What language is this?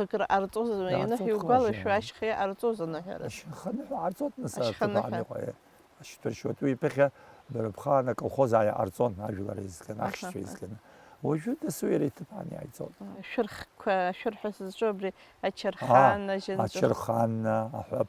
Abkhazian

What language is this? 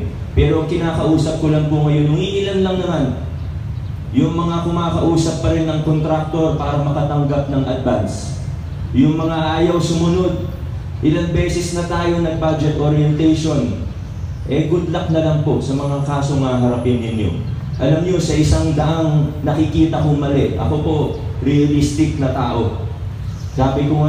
Filipino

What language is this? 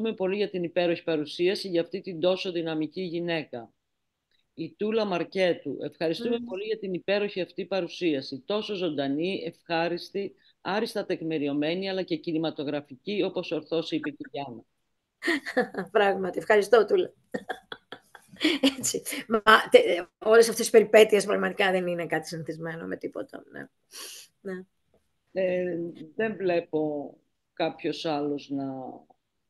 Greek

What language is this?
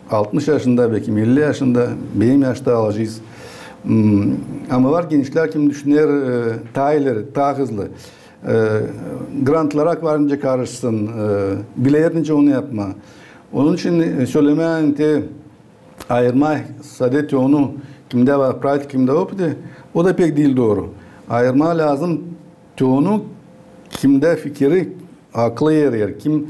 Gagauz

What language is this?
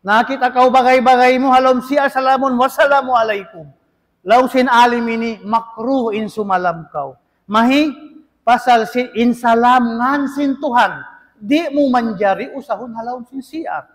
Tausug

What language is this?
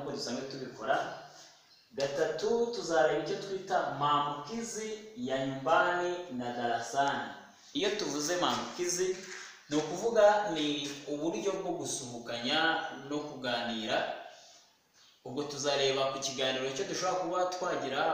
Kinyarwanda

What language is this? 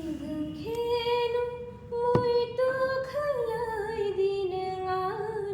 Kok Borok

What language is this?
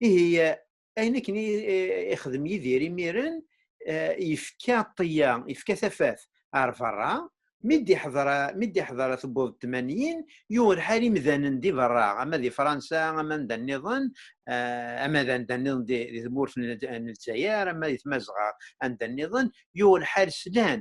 Kabyle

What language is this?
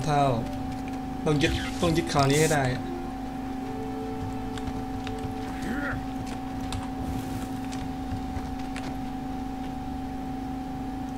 Thai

